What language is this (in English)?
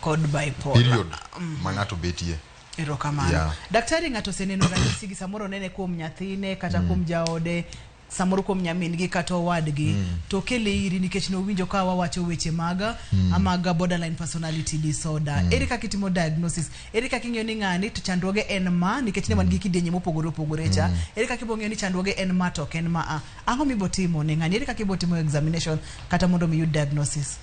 Luo (Kenya and Tanzania)